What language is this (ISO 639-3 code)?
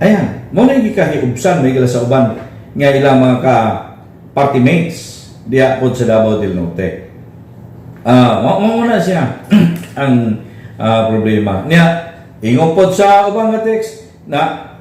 ceb